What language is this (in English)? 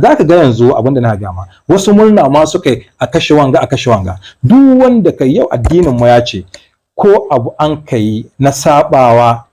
Hausa